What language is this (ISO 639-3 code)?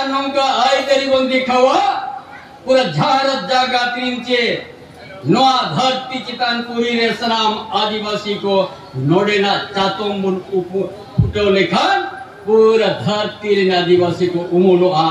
sat